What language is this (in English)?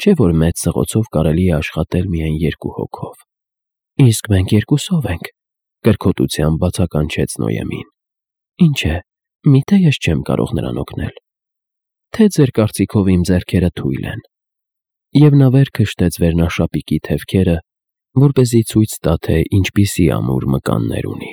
Armenian